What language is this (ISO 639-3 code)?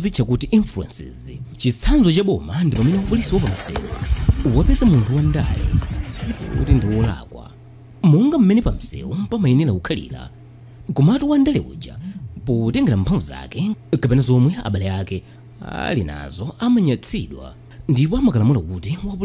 nya